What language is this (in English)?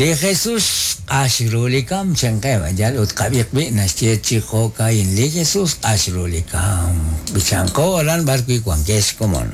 Kekchí